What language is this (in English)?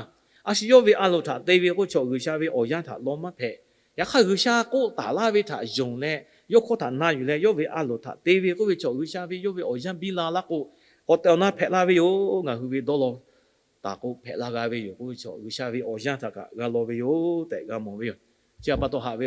Lahu